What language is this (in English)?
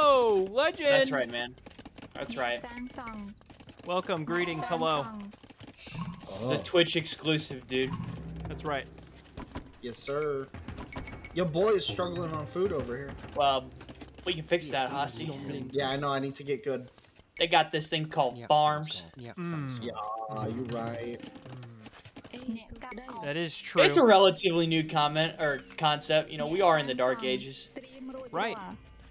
English